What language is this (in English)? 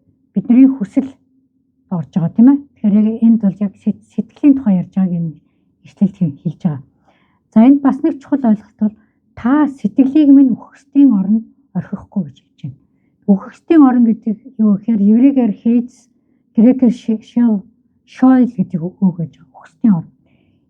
Mongolian